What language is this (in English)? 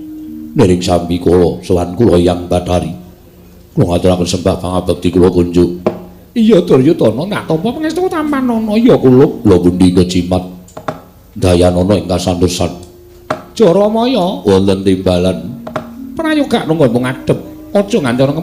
Javanese